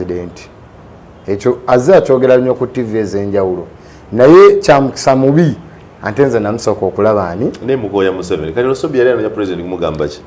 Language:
Ganda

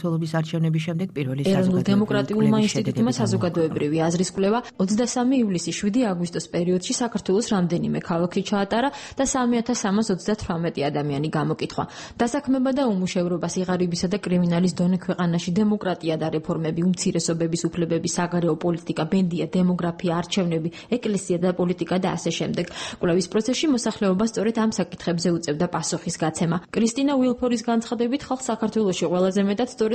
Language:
Georgian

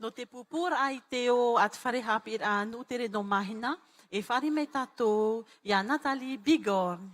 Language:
Tahitian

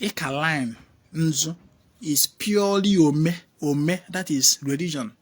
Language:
Igbo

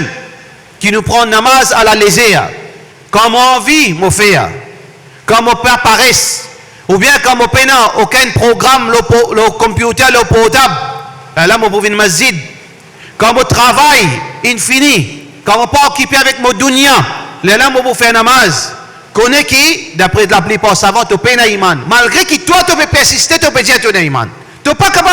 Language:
Morisyen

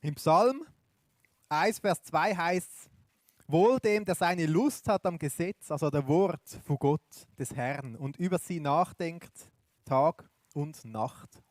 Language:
Swiss German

